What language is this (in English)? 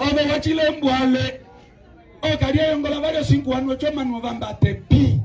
Umbundu